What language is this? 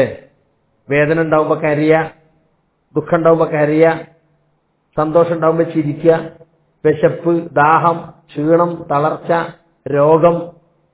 Malayalam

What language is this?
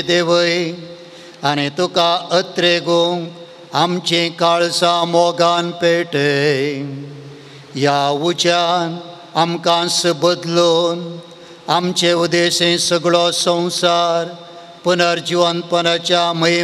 Konkani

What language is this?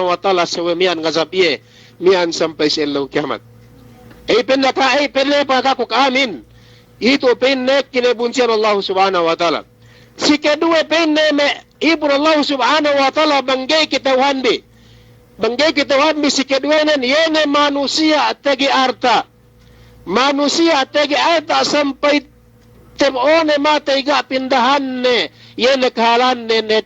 Yakan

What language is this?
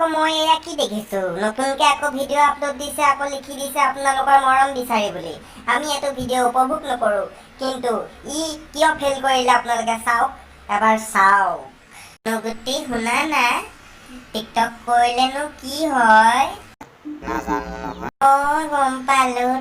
Assamese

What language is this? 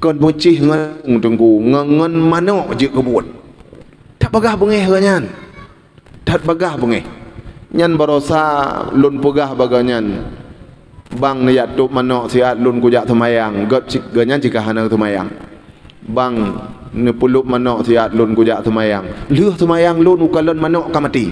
Achinese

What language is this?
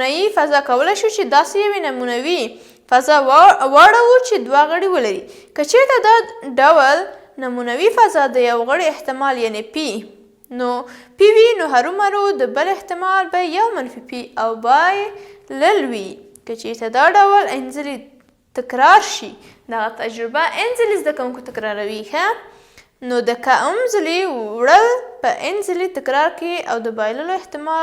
Pashto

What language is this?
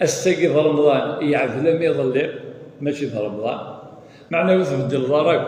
Kabyle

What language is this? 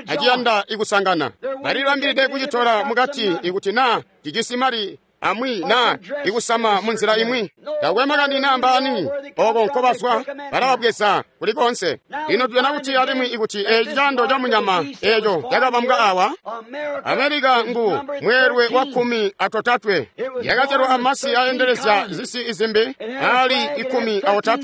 Tonga (Zambia)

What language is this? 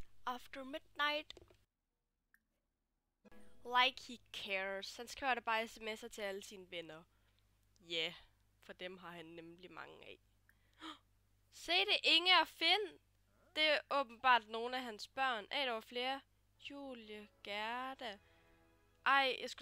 Danish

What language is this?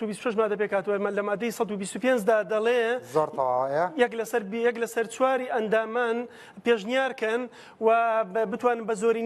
Central Kurdish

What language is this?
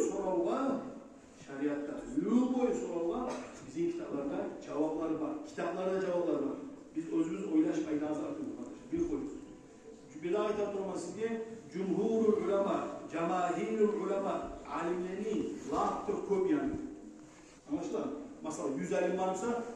Kumyk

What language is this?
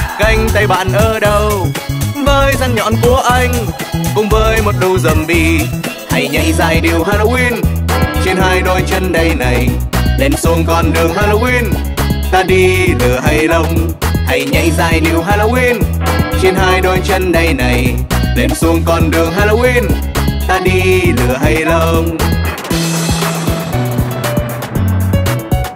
Vietnamese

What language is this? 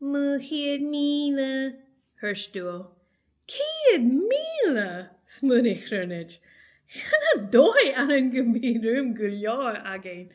Scottish Gaelic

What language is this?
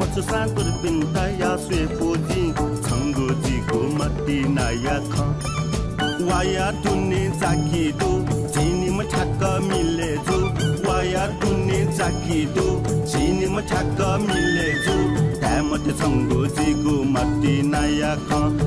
Newari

